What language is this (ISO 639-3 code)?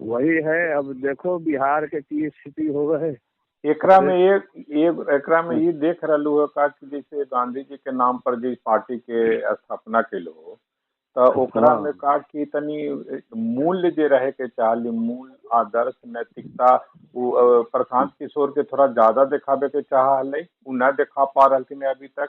mag